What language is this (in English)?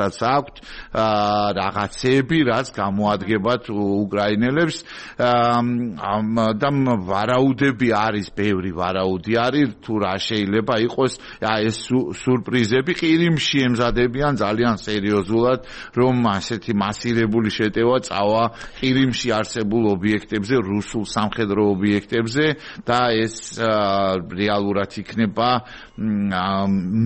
Georgian